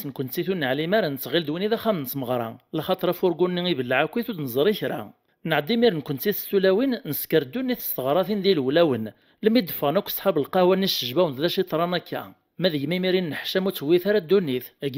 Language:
Kabyle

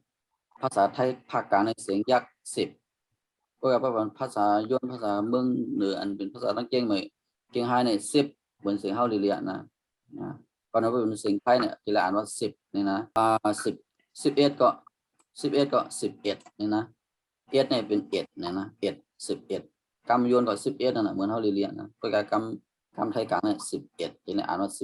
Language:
Shan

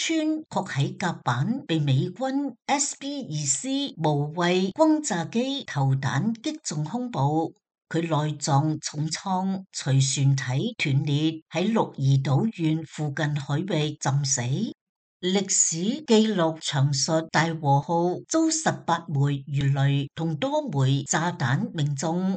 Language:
Cantonese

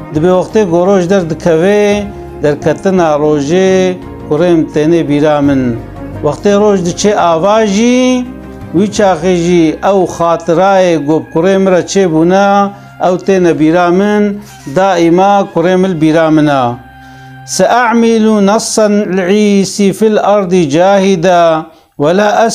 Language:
Kurdish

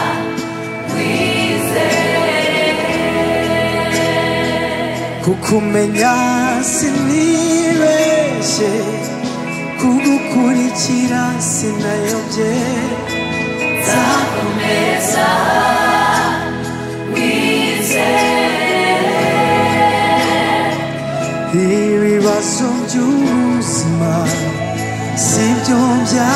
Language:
Kinyarwanda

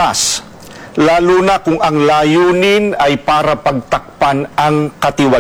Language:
Hiligaynon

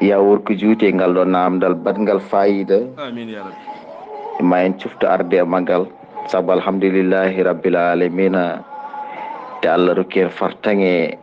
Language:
Fula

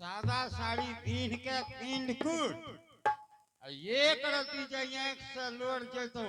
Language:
Angika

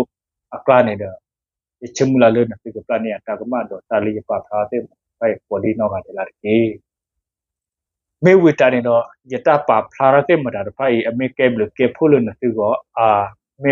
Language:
S'gaw Karen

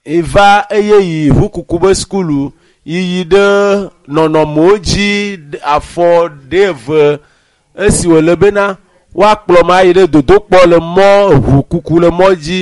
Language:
Ewe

